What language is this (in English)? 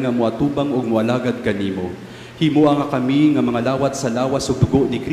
Cebuano